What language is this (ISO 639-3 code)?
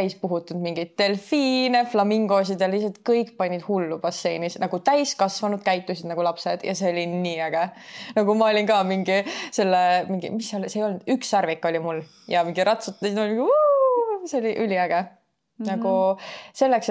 est